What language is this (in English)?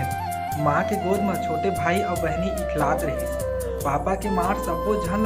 Chhattisgarhi